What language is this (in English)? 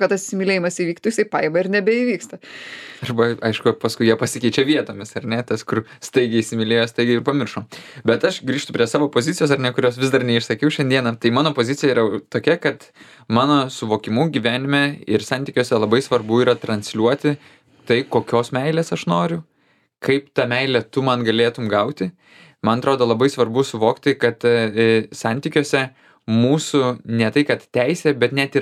Lithuanian